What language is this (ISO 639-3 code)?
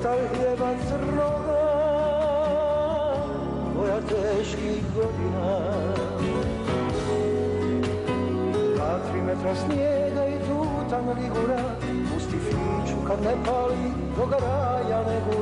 bos